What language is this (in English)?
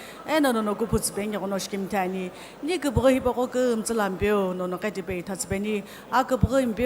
Sumi Naga